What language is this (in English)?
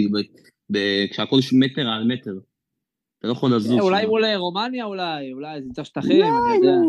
Hebrew